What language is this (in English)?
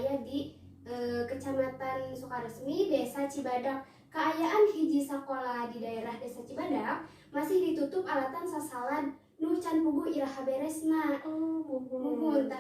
Sundanese